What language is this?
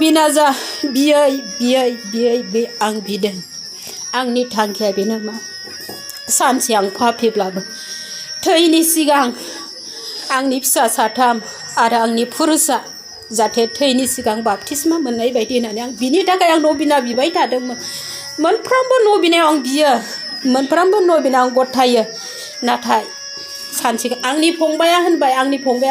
Bodo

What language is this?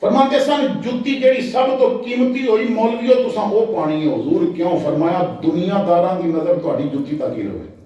Western Panjabi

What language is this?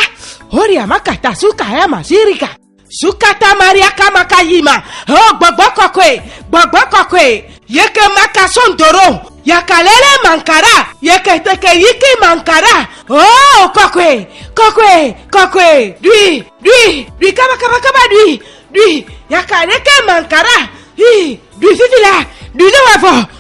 Ewe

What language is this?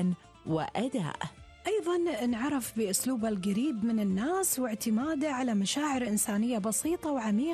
Gulf Arabic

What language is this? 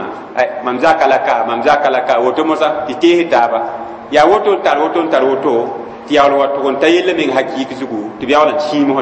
Mossi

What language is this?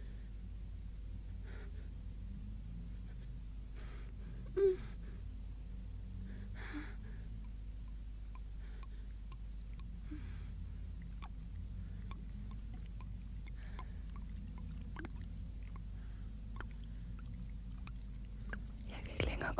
Danish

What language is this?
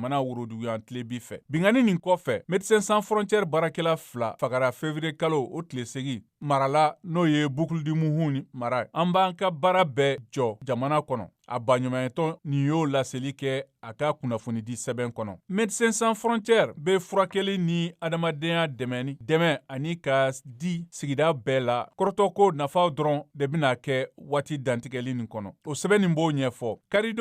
Bambara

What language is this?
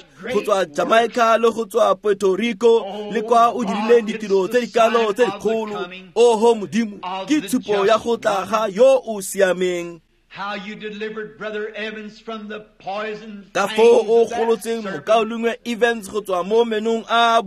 Tswana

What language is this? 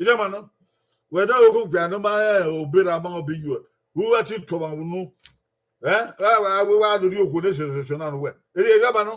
Bini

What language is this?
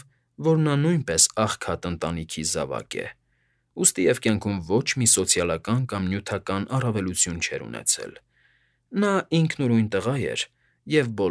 Armenian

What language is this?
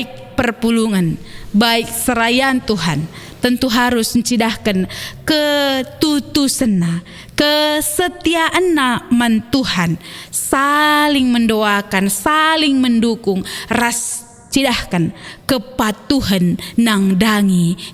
Batak Karo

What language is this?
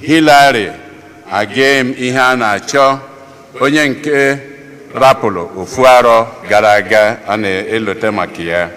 Igbo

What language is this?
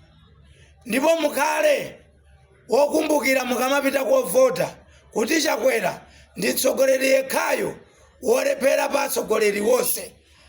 Nyanja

